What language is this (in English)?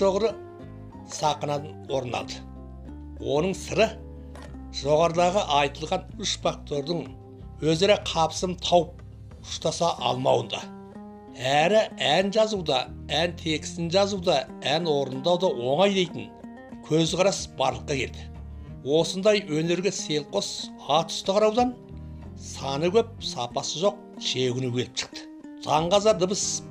Kazakh